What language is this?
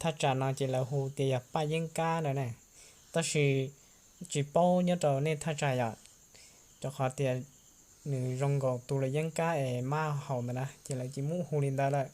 Hmong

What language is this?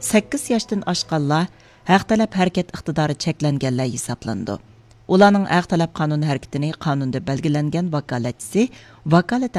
Uyghur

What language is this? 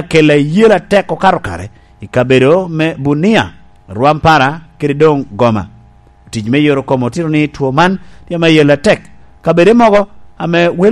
Lango (Uganda)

